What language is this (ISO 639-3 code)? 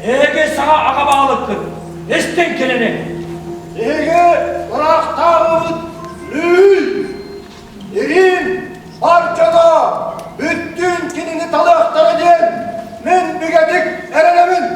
sah